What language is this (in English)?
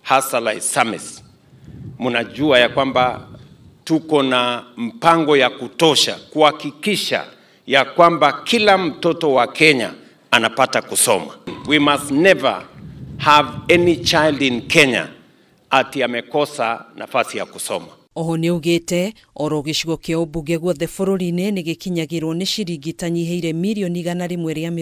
Kikuyu